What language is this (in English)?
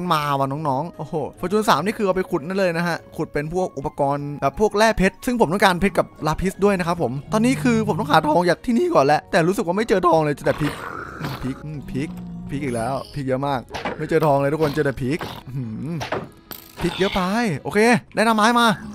Thai